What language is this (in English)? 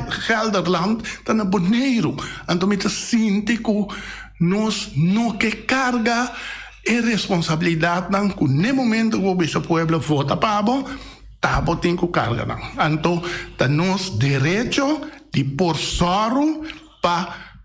Papiamento